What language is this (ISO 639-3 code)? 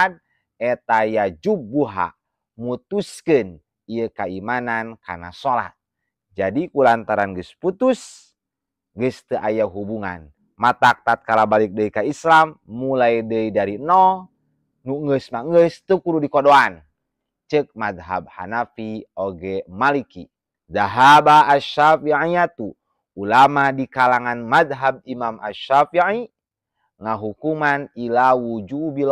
sun